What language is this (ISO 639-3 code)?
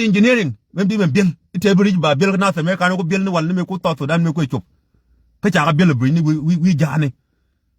nus